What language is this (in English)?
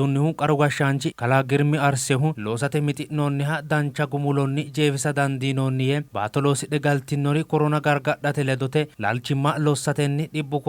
Sidamo